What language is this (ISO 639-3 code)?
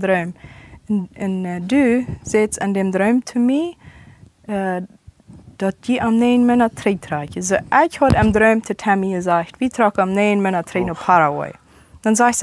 pdt